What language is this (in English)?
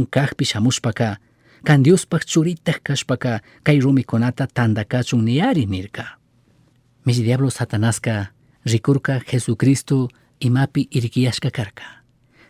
Chimborazo Highland Quichua